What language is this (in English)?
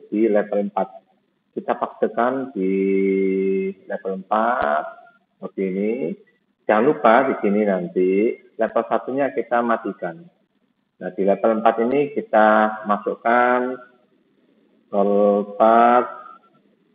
Indonesian